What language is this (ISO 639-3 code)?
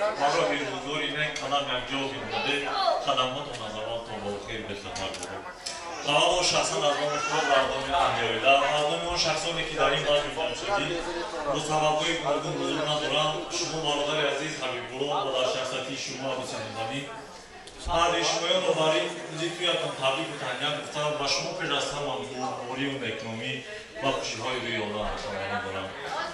tgk